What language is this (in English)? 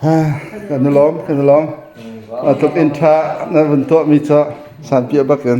Hakha Chin